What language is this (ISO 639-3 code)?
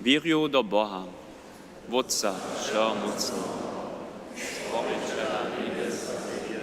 hsb